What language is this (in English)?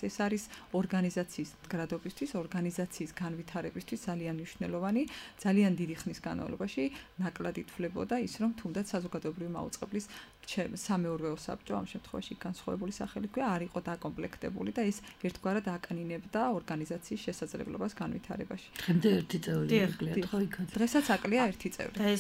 Georgian